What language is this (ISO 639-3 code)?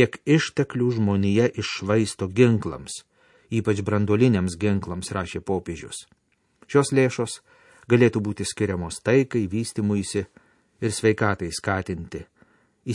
lit